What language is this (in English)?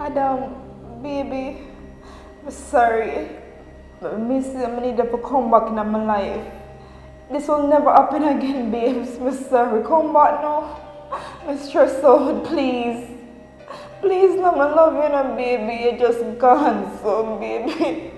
Jamaican Creole English